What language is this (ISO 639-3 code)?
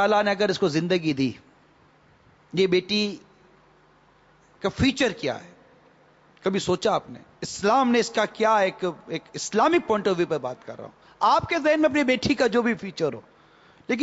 urd